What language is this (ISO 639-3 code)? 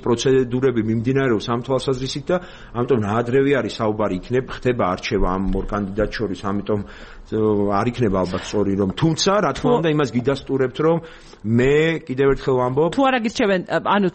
kat